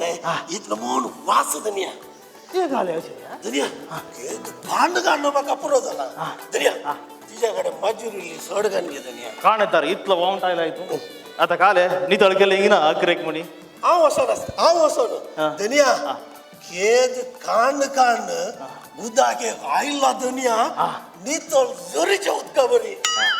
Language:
Konkani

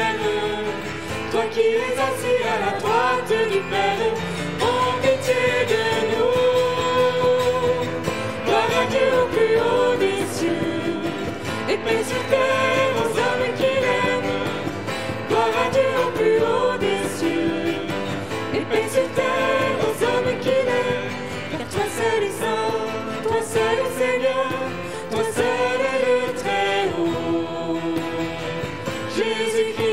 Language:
French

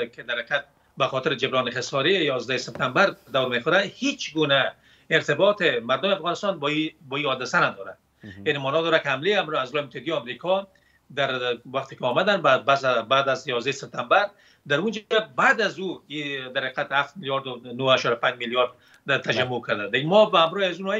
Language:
Persian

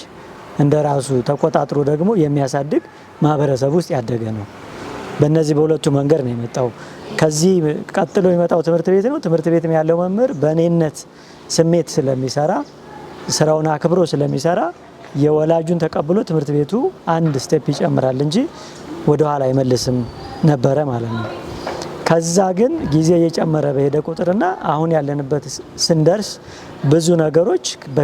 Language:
Amharic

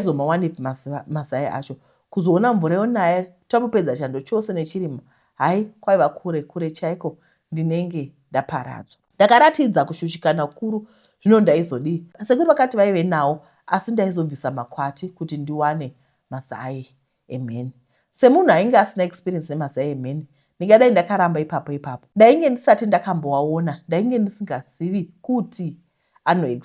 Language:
Shona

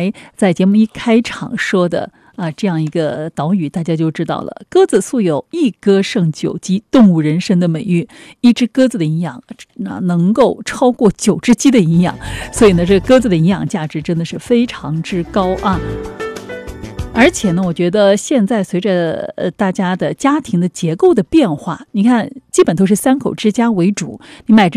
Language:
Chinese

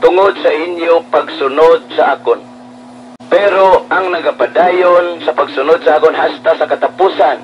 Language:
Hiligaynon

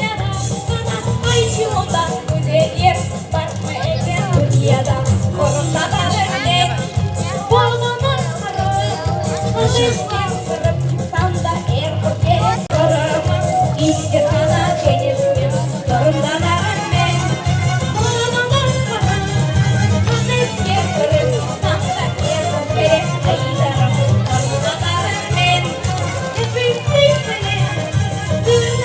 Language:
Crimean Tatar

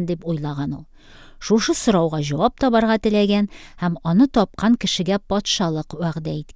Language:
Tatar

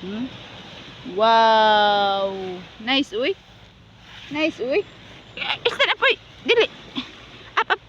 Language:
Cebuano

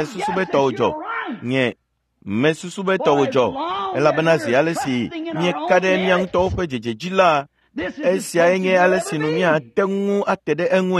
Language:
Ewe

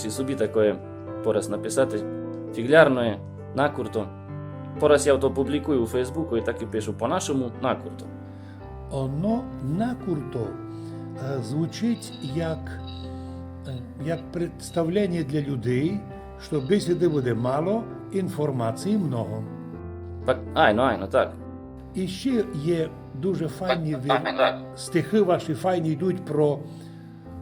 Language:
Rusyn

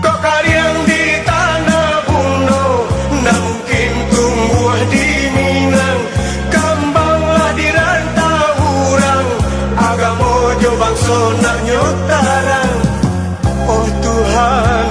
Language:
Minangkabau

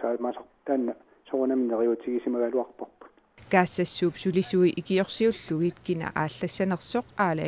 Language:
Kalaallisut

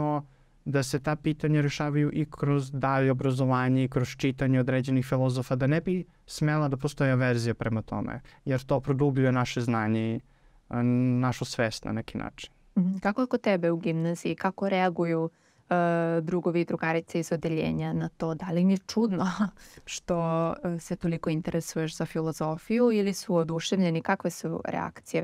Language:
Serbian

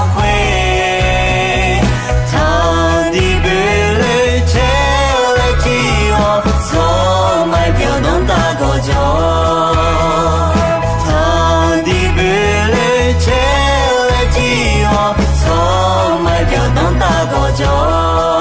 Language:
Akha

